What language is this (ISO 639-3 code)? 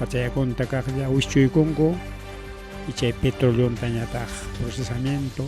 quy